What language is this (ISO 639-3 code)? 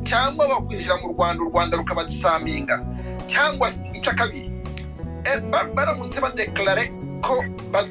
kin